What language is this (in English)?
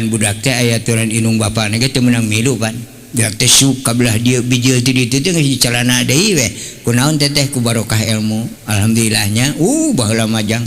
Sundanese